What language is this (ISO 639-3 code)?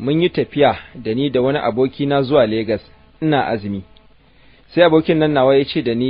hau